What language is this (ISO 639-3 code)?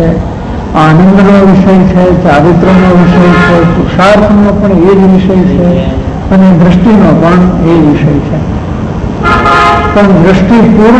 guj